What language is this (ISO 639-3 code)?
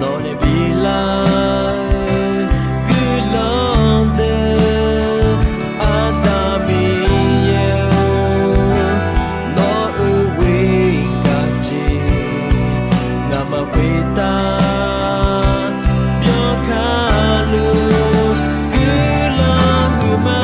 ahk